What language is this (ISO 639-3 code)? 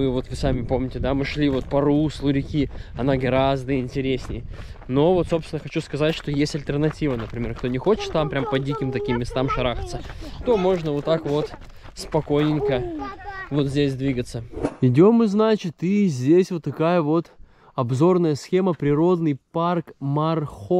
rus